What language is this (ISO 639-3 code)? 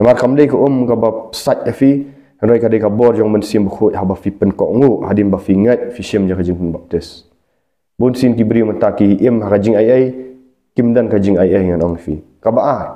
kha